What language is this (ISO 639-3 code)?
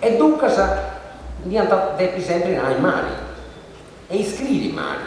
srd